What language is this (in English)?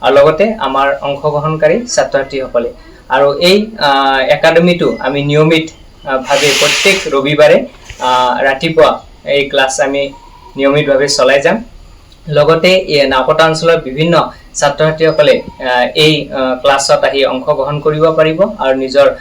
Assamese